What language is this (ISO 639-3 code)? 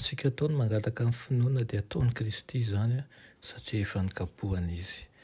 mlg